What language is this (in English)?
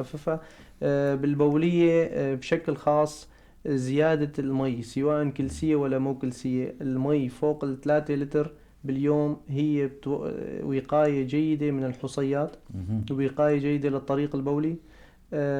North Levantine Arabic